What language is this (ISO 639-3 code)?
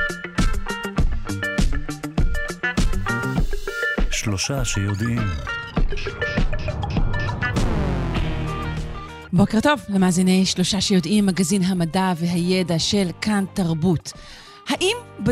heb